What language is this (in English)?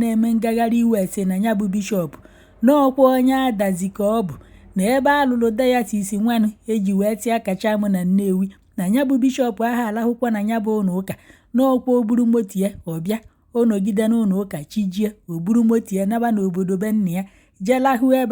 Igbo